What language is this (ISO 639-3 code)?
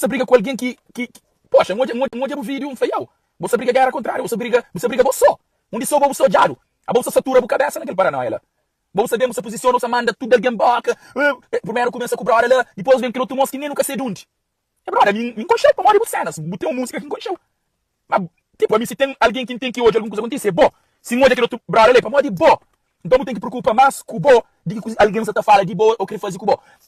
kea